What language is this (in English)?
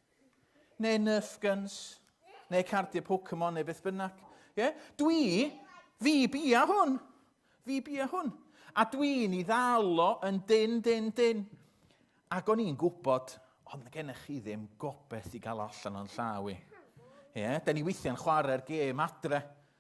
Welsh